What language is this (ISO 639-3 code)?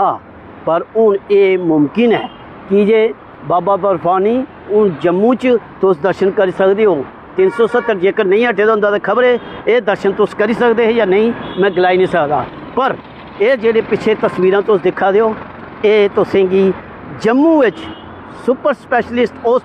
doi